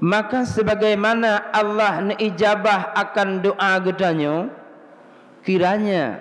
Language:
Achinese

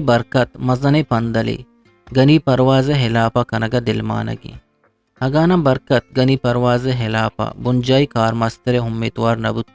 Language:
Eastern Balochi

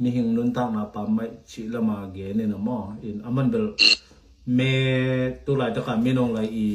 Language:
Tedim Chin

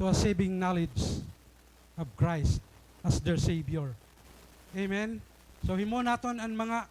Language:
Waray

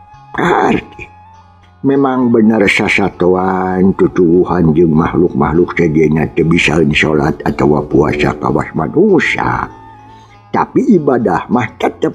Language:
Sundanese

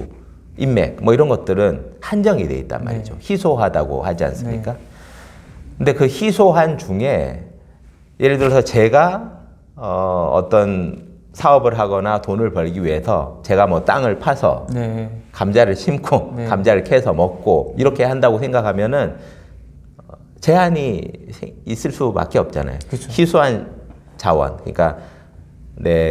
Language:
Korean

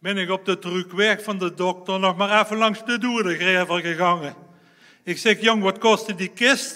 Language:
Limburgish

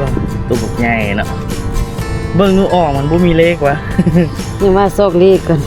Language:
Lao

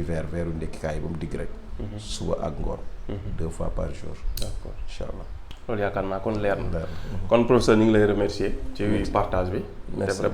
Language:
Wolof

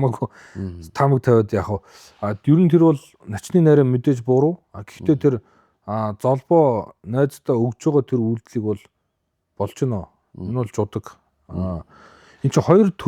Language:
Mongolian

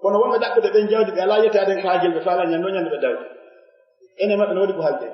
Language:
Fula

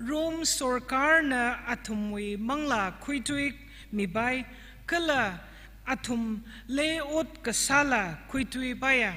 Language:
Tangkhul Naga (India)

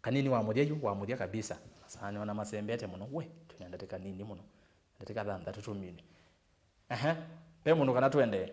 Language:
Kamba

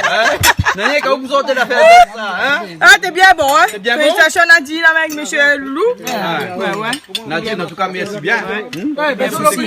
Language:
Réunion Creole French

